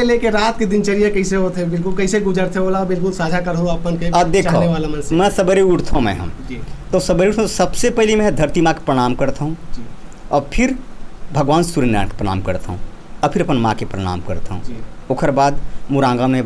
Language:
Chhattisgarhi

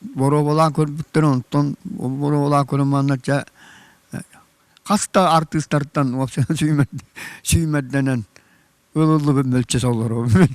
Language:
Yakut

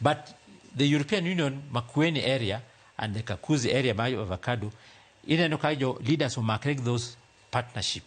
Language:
Luo (Kenya and Tanzania)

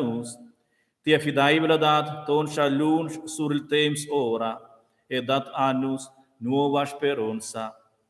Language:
Romansh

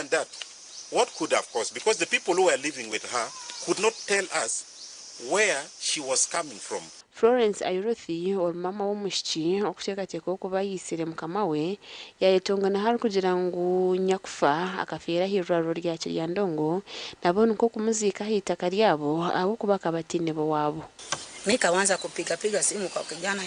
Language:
Nyankole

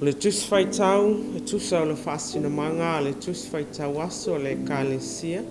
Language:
Samoan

